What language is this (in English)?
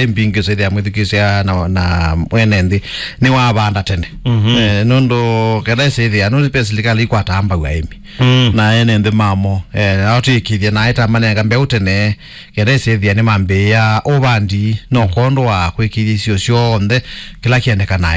Kamba